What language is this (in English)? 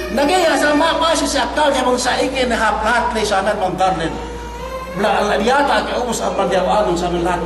Yakan